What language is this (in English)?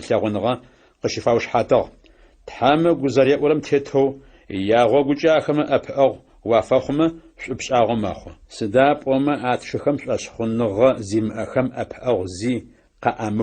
Adyghe